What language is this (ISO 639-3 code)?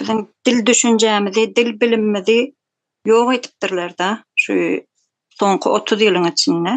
tuk